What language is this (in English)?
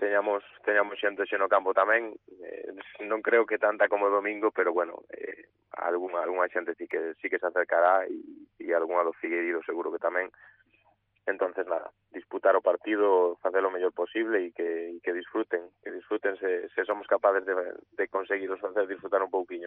Galician